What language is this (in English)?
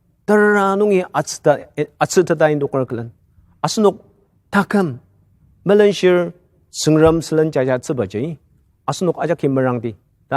Ao Naga